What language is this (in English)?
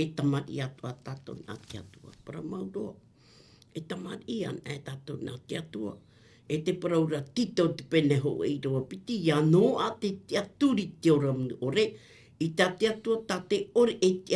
Tahitian